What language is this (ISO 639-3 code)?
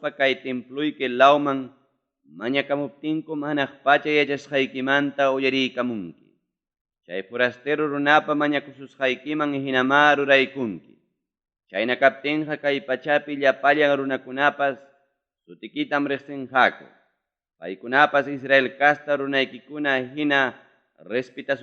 quy